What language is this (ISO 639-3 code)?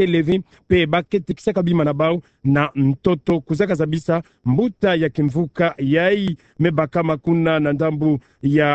ktu